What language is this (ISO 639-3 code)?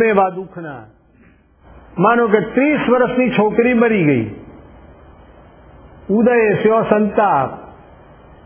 guj